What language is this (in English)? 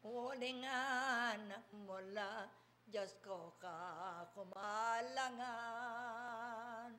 Pampanga